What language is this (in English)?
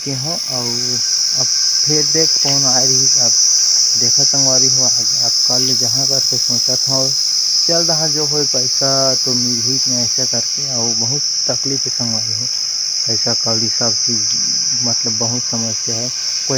Chhattisgarhi